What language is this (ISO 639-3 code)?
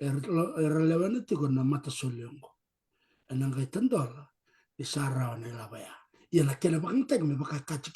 fij